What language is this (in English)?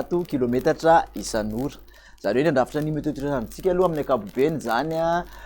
Malagasy